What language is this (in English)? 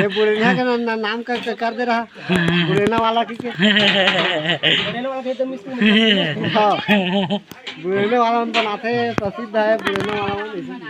Chhattisgarhi